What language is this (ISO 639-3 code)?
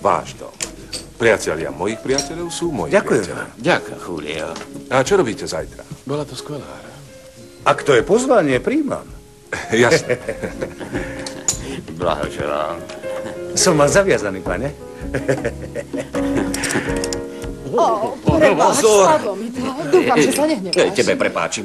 slk